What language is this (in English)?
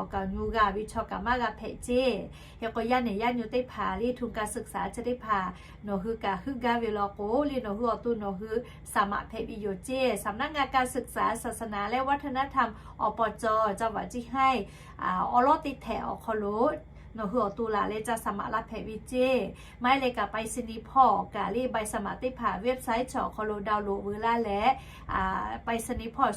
Lahu